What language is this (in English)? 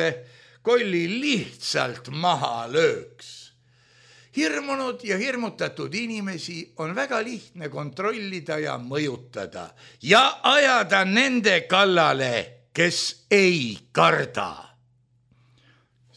Estonian